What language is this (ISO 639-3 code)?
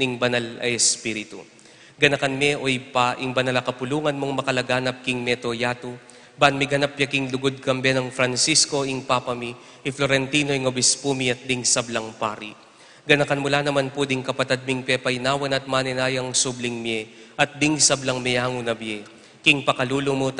pam